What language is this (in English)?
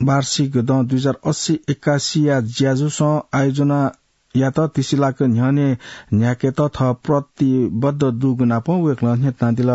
Newari